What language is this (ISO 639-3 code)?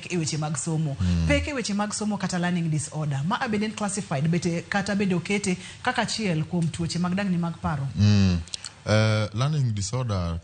luo